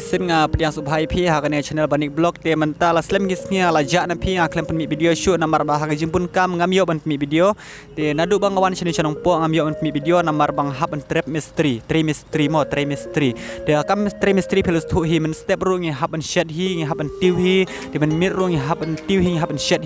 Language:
Khasi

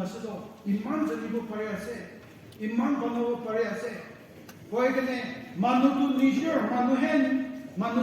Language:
Naga Pidgin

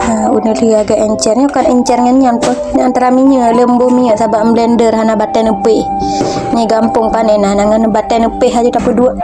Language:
Achinese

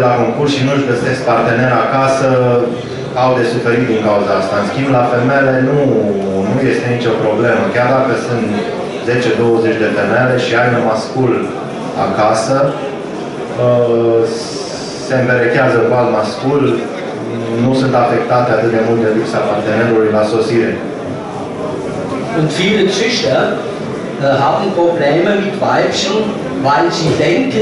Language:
Romanian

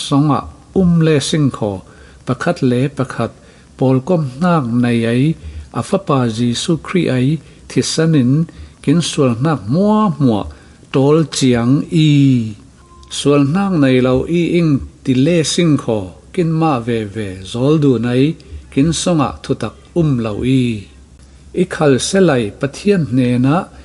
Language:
Falam Chin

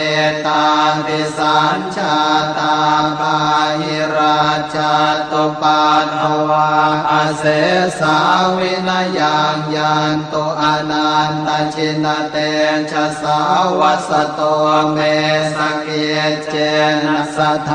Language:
Pali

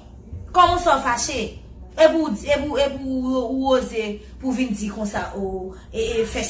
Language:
Haitian Creole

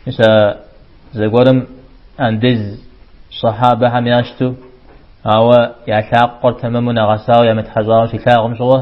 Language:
Kabardian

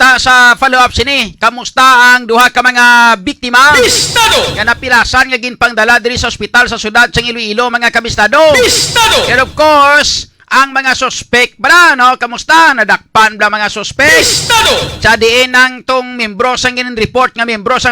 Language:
Hiligaynon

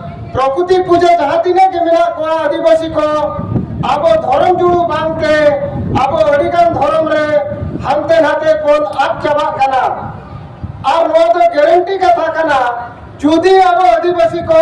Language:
Santali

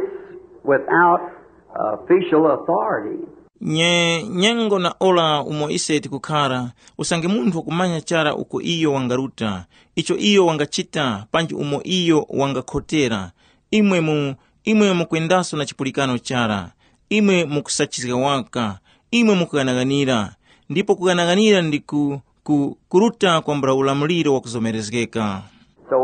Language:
Tumbuka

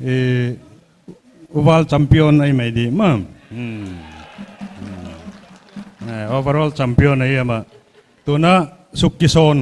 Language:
Paite Chin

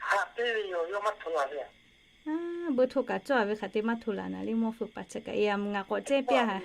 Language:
Lahu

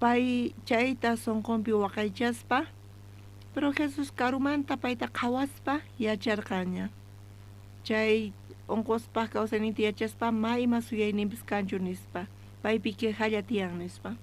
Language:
South Bolivian Quechua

